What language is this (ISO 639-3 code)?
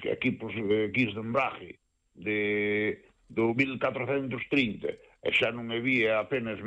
glg